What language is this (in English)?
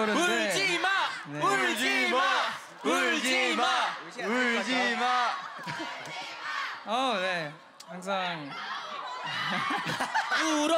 Korean